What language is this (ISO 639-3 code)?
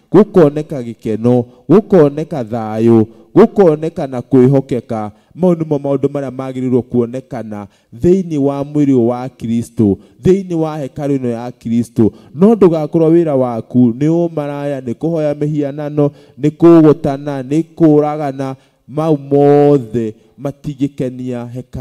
kik